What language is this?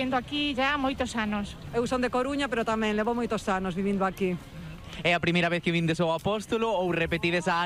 Galician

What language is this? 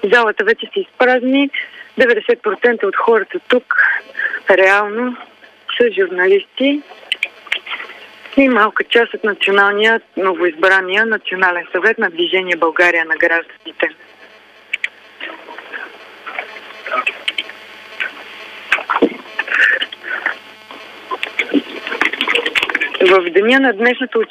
Bulgarian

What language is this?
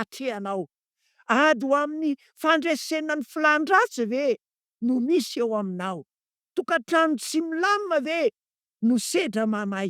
Malagasy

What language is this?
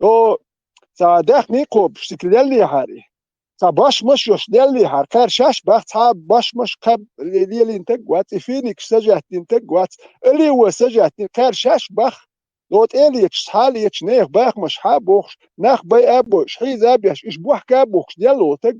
Chechen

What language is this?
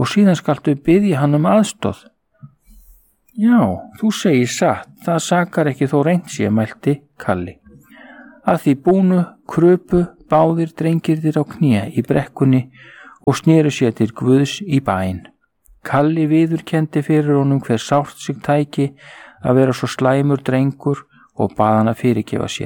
Icelandic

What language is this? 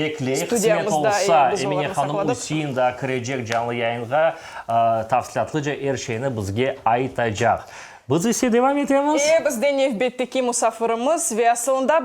Crimean Tatar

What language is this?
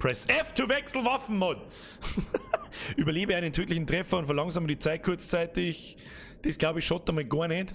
Bavarian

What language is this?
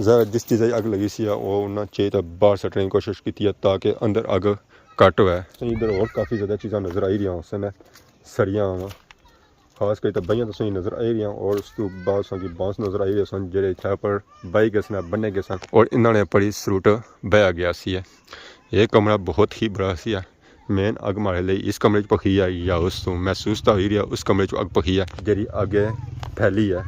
Pahari-Potwari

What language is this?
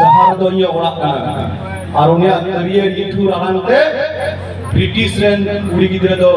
Santali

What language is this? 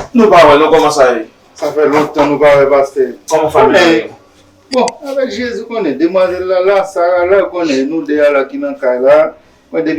Haitian Creole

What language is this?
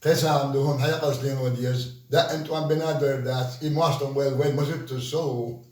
Chechen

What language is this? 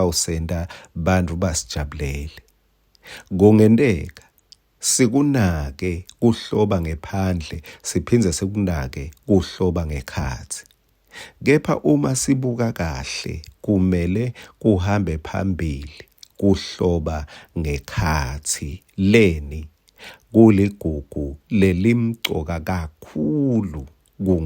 Swati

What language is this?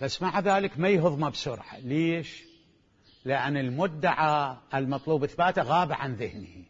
Mesopotamian Arabic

